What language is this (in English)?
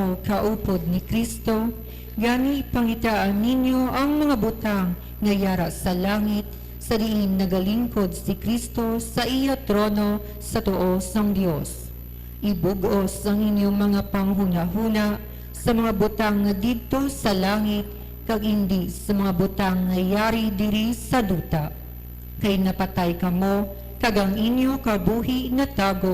Hiligaynon